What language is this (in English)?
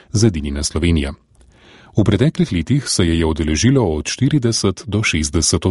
Slovenian